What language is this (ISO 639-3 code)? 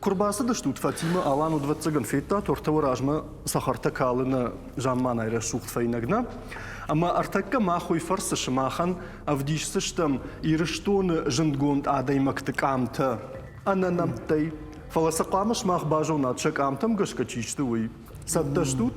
oss